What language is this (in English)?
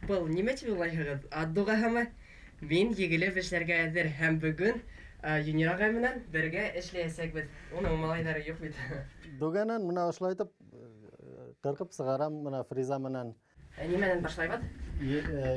Bashkir